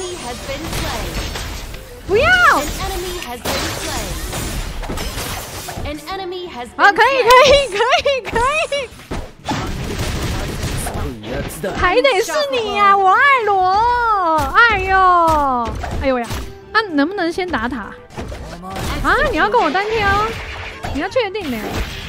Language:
Chinese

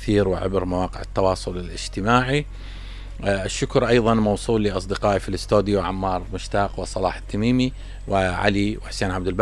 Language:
Mesopotamian Arabic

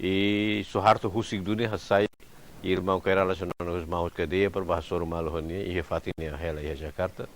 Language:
Tetum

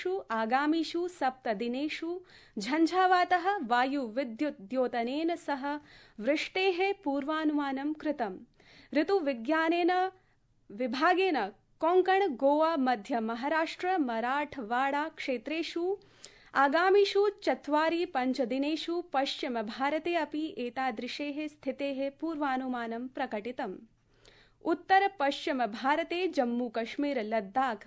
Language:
Sanskrit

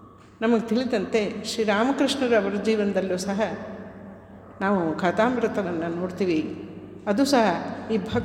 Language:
Kannada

